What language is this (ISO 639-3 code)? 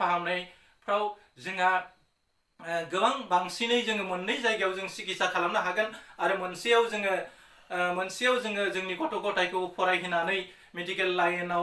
brx